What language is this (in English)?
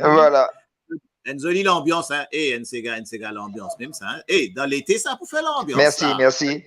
Morisyen